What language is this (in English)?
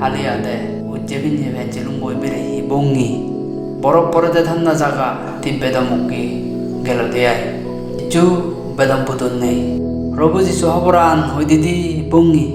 Chakma